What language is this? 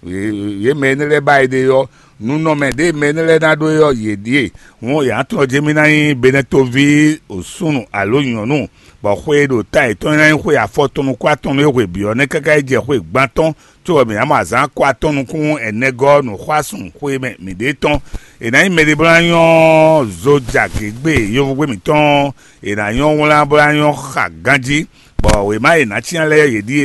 Fon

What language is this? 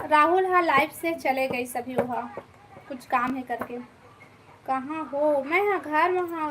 Chhattisgarhi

